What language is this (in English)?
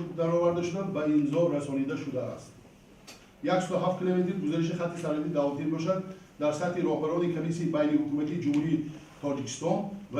Tajik